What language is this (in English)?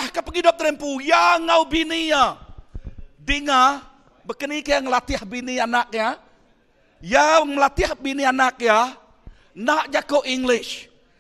Iban